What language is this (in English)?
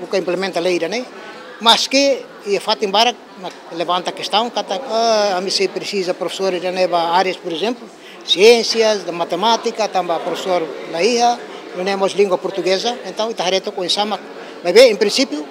Tetum